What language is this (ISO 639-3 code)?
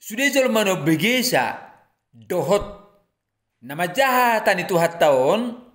bbc